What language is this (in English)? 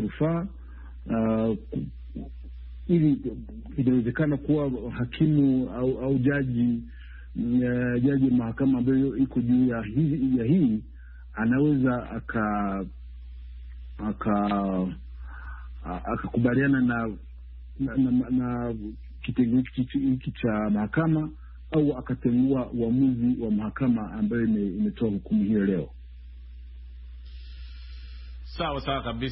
Swahili